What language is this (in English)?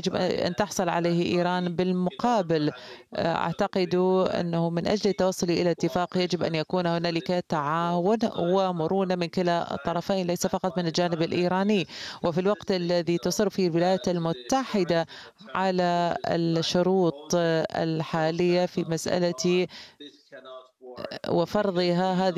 Arabic